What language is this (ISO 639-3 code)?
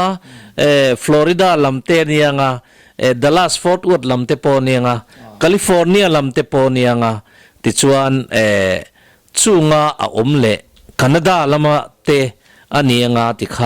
lus